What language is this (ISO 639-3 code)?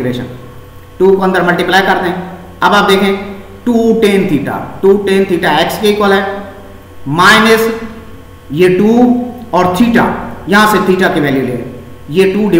hin